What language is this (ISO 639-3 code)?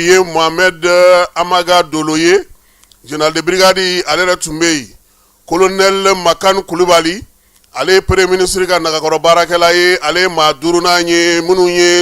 bam